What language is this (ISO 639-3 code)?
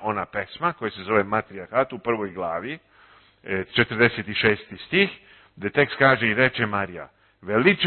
srp